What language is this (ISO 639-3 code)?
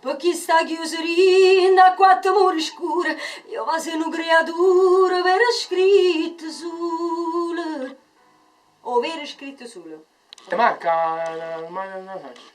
nap